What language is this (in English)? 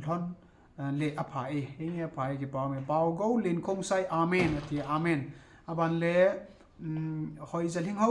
Thado Chin